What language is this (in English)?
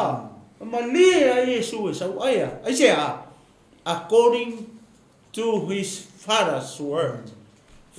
Samoan